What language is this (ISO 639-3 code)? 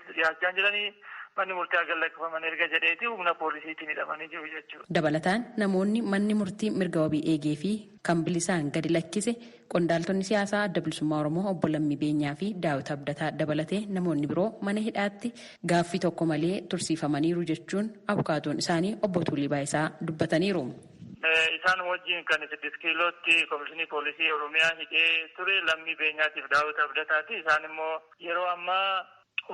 orm